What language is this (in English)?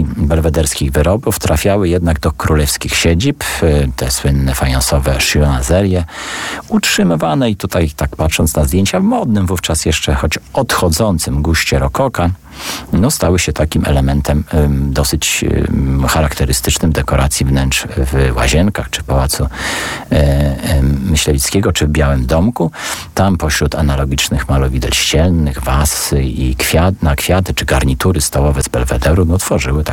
Polish